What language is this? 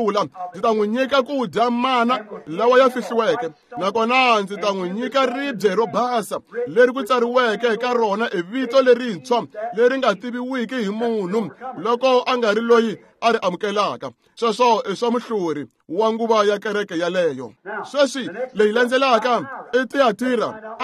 Tsonga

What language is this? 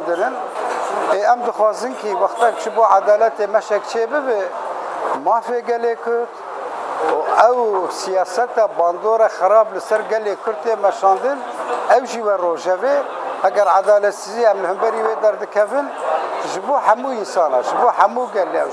Kurdish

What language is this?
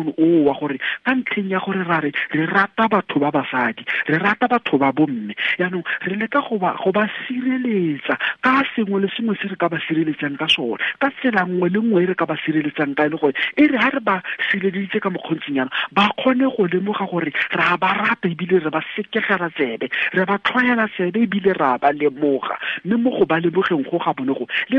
Tswana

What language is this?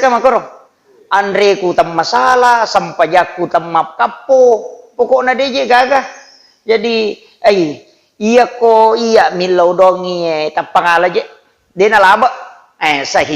Buginese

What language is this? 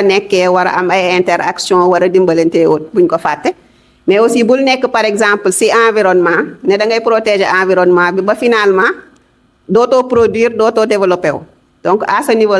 Wolof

